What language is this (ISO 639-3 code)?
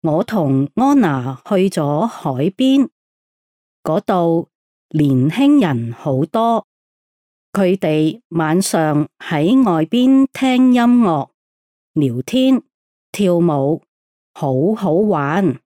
yue